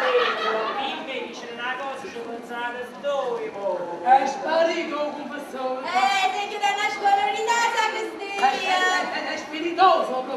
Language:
Neapolitan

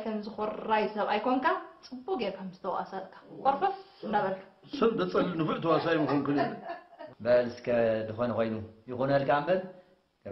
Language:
Tigrinya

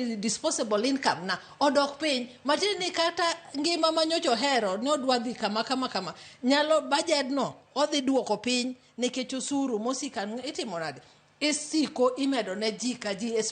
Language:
Luo (Kenya and Tanzania)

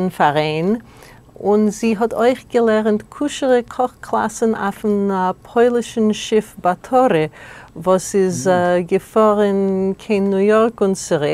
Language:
Yiddish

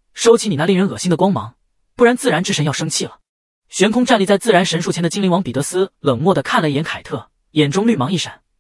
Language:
Chinese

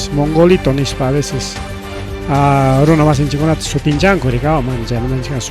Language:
Ayacucho Quechua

